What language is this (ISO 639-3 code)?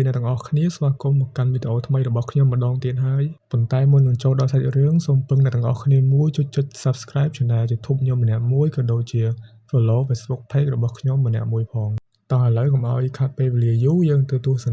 khm